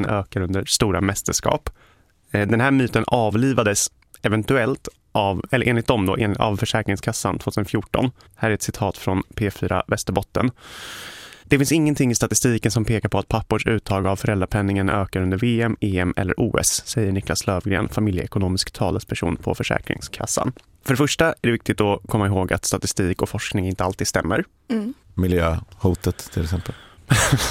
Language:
Swedish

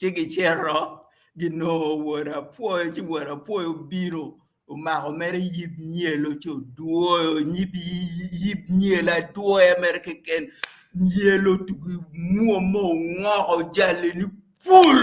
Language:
Acoli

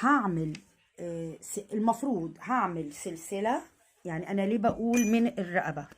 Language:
Egyptian Arabic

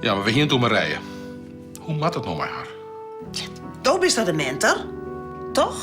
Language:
Western Frisian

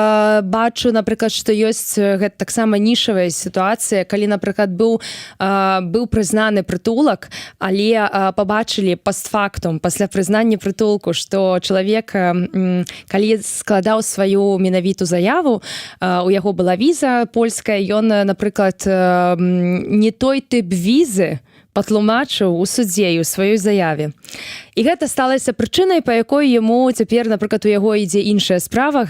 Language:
Belarusian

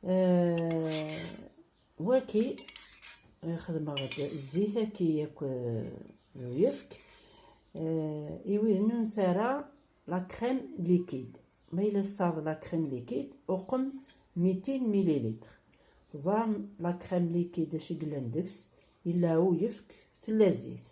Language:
Kabyle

